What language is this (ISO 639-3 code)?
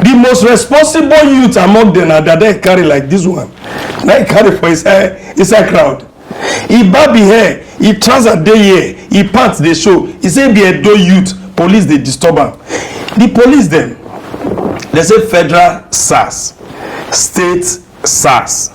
pcm